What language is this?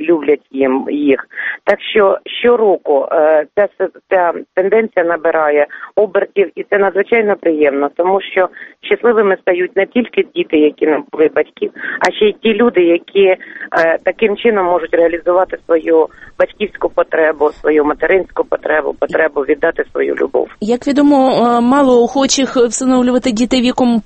Ukrainian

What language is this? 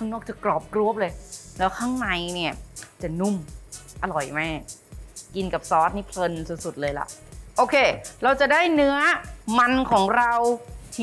Thai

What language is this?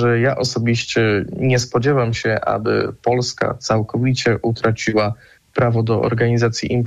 Polish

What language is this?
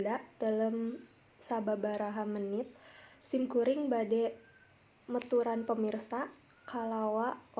Sundanese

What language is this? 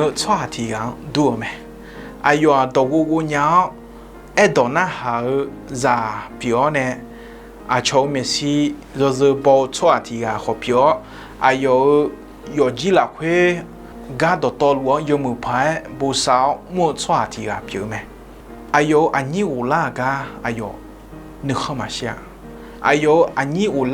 Akha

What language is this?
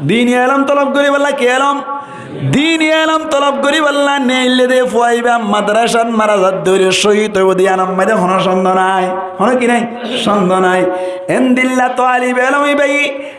Rohingya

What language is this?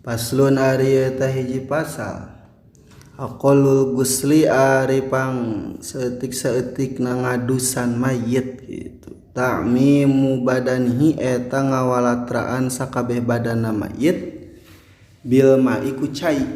Sundanese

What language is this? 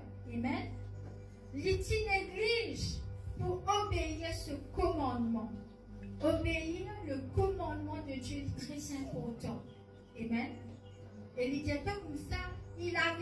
Morisyen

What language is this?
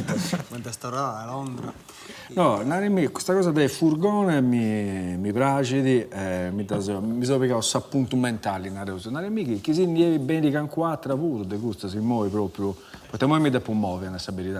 Sardinian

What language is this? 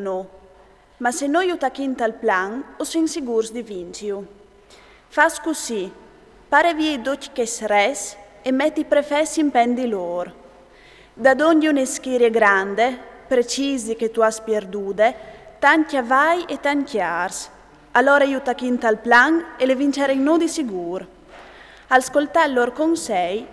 Friulian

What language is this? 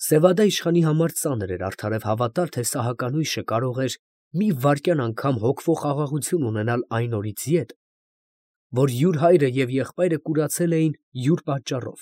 Armenian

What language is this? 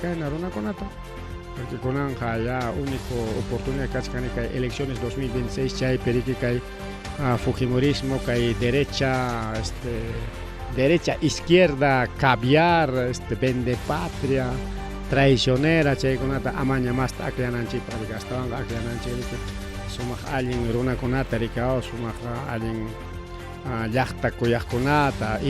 Ayacucho Quechua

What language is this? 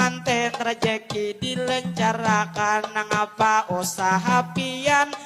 Banjar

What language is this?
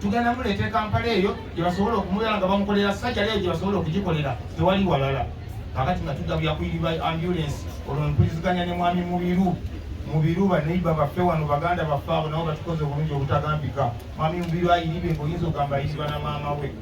Ganda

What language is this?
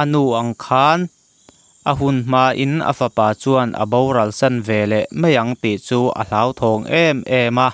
Mizo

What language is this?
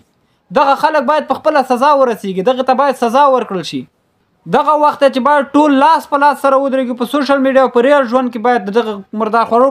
Pashto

